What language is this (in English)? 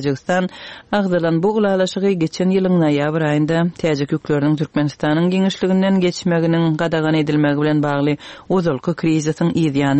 Turkmen